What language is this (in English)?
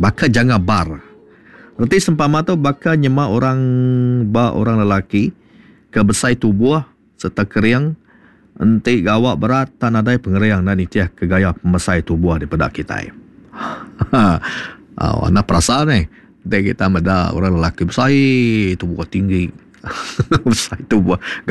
Iban